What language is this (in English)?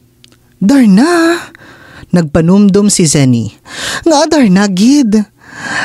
Hiligaynon